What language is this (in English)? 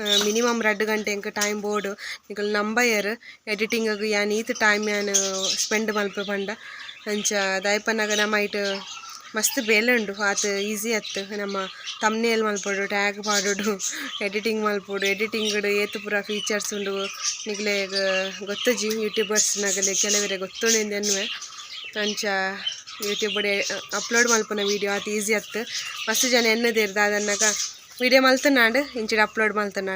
Tulu